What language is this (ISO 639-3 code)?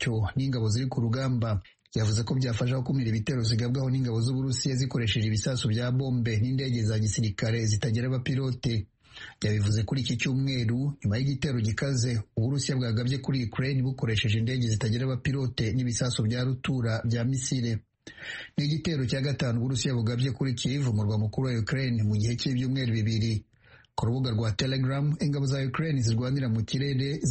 kin